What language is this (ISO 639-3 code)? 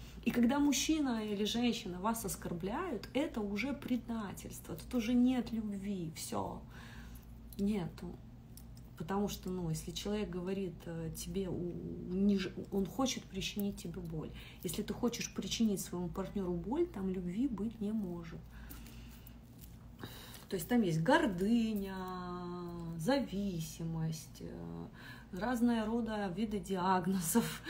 rus